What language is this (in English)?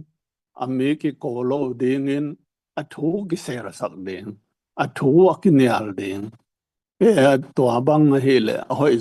Tedim Chin